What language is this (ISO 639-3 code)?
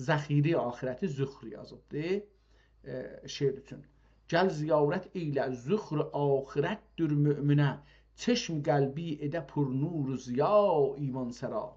azb